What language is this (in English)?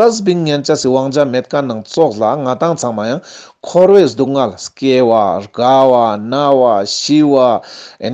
Ladakhi